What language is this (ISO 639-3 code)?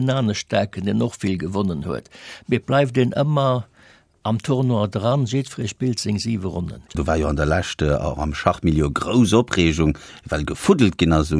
ltz